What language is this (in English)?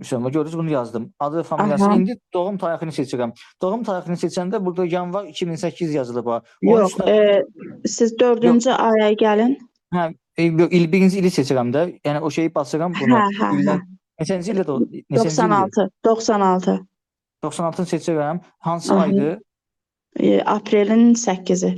Azerbaijani